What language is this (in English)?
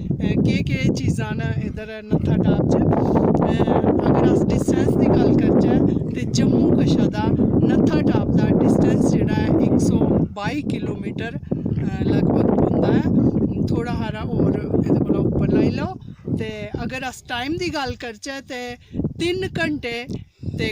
Dogri